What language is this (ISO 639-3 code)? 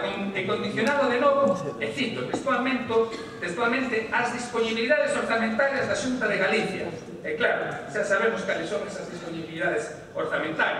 glg